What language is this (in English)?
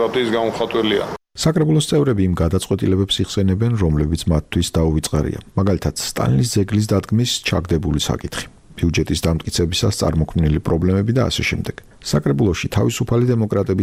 Georgian